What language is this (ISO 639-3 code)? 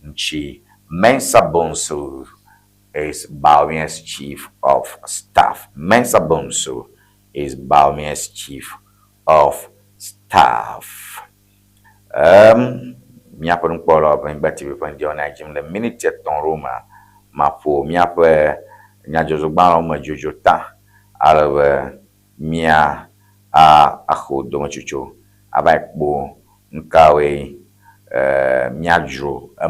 ewe